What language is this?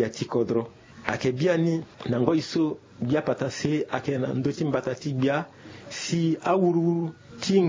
Sango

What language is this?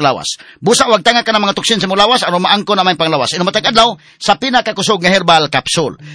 Cebuano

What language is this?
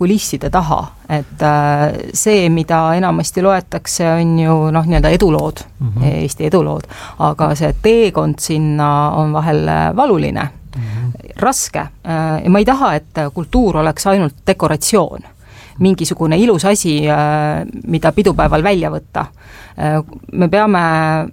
Estonian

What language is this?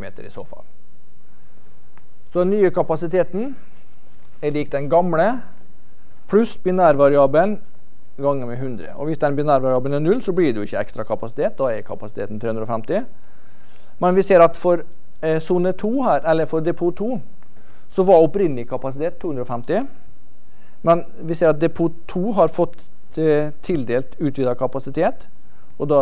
Norwegian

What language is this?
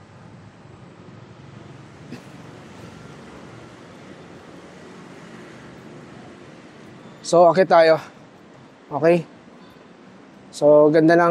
Filipino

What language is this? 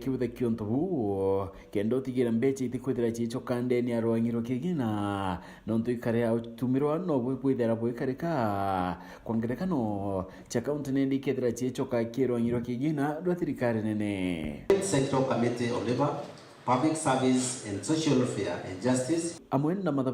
Meru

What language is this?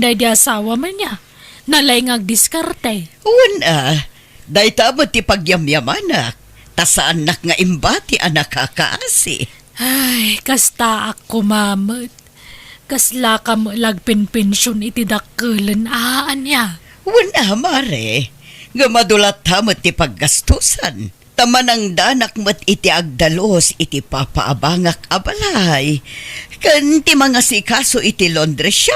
Iloko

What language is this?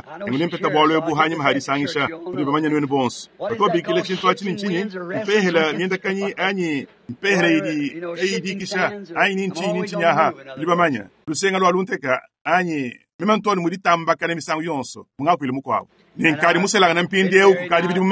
Luba-Lulua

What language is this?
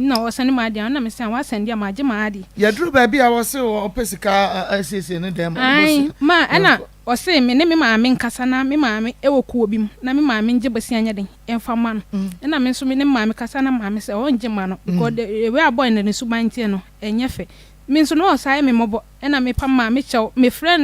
Akan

